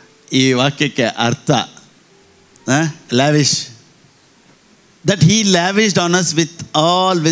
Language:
Kannada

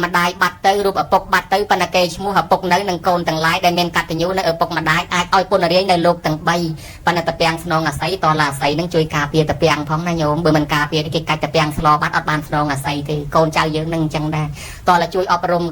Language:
Khmer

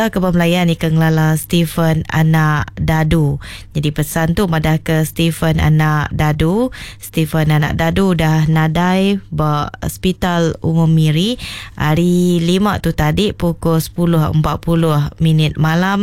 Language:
Iban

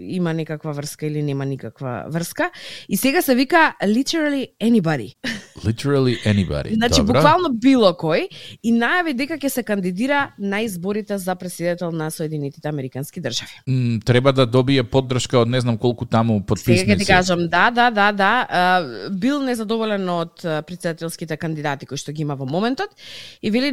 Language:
Macedonian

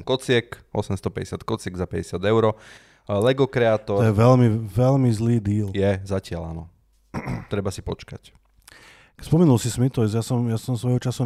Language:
Slovak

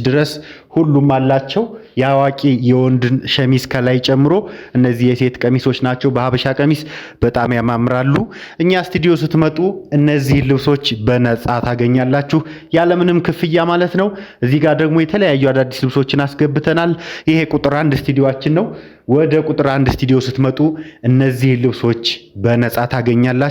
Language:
Amharic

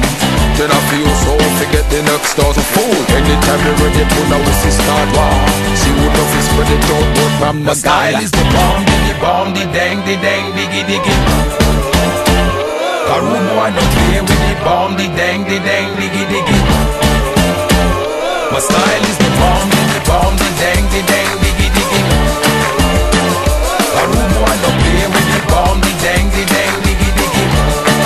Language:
English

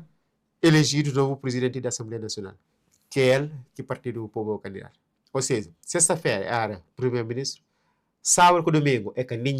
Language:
Kabuverdianu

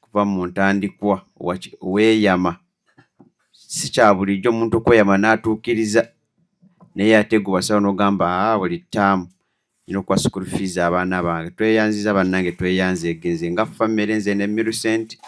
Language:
Ganda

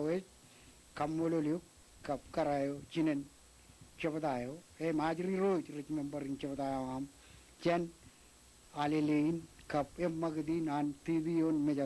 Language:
Marshallese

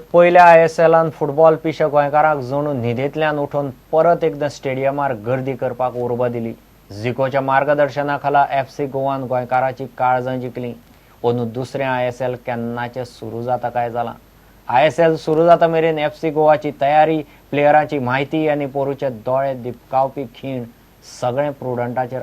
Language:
Konkani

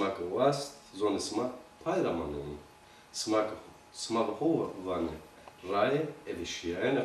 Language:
Zaza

